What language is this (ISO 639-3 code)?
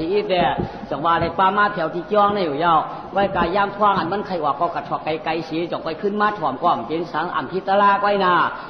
shn